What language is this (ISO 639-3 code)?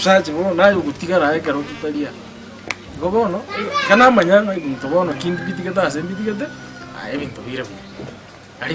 guz